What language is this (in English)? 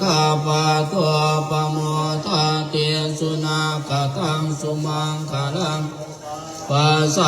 Pali